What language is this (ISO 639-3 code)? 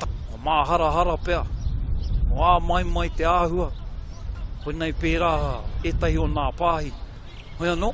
mri